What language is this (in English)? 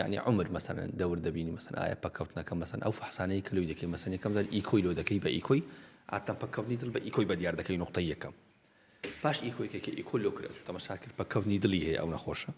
Central Kurdish